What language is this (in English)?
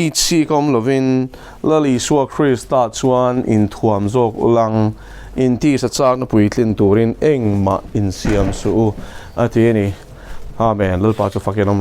Mizo